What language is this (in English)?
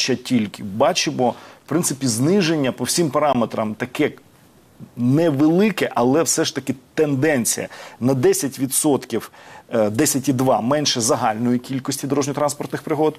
Ukrainian